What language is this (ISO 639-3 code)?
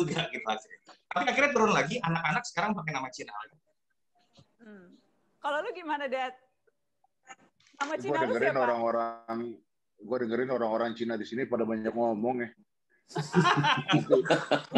ind